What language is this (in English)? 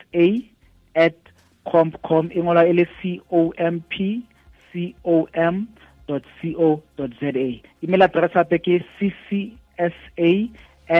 Southern Sotho